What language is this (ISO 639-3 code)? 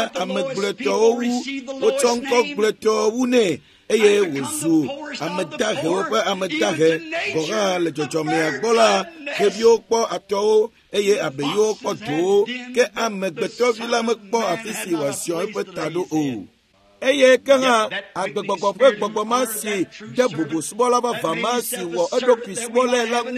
ewe